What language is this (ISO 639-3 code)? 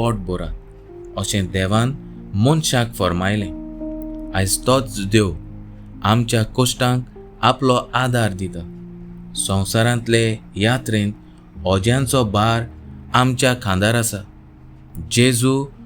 kok